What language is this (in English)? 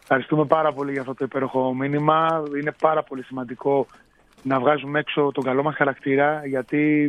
Greek